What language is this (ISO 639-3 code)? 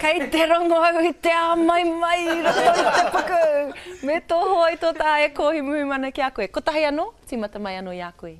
mri